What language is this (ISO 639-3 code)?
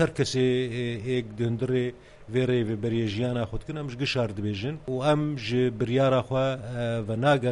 kur